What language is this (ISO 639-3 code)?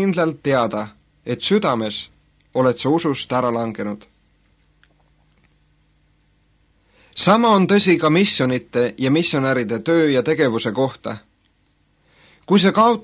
est